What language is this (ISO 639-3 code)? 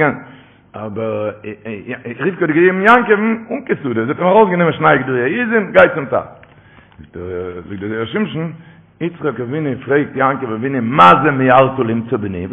yid